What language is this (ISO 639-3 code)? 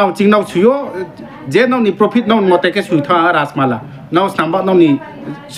ria